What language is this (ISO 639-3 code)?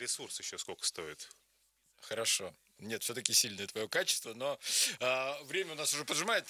rus